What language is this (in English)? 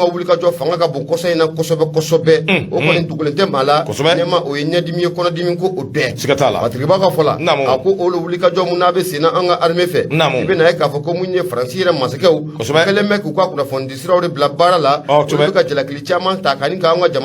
Bambara